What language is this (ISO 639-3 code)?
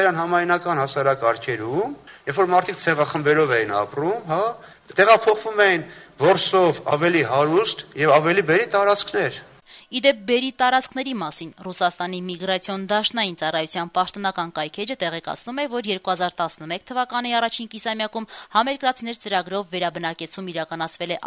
hye